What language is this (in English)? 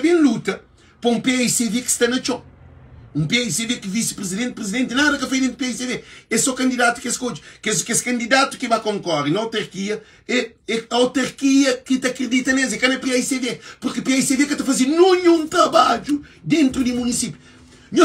Kabuverdianu